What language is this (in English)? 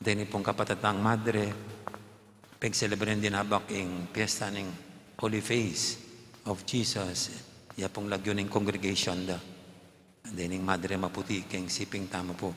Pampanga